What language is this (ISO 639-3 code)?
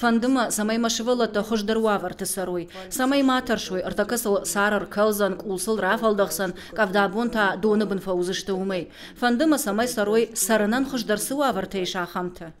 oss